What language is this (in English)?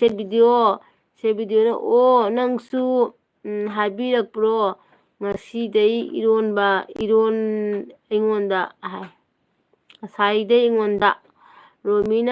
Manipuri